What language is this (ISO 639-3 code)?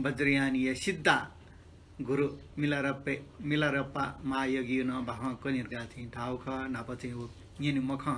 new